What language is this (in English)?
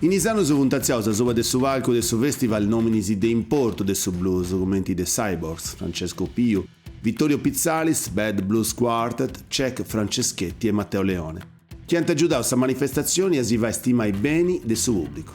Sardinian